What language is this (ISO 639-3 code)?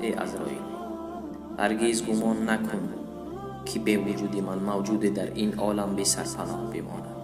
tgk